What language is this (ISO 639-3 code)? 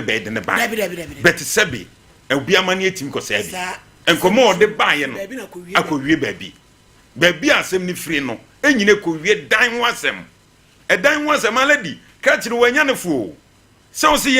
aka